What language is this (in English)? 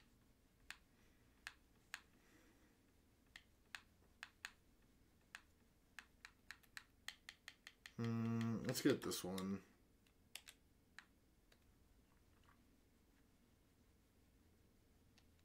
English